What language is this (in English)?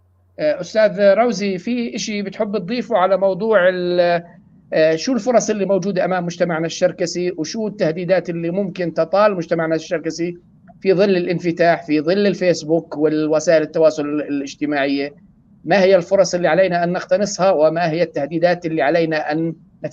North Levantine Arabic